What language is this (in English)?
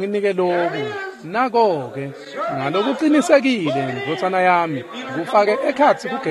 Swati